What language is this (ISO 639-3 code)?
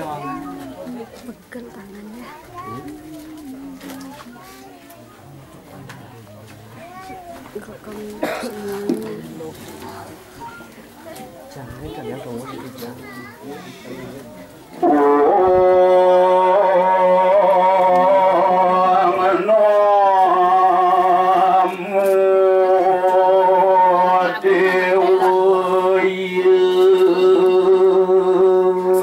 ind